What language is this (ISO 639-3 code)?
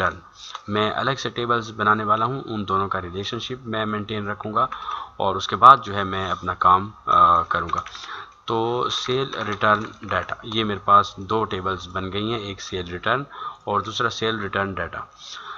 hin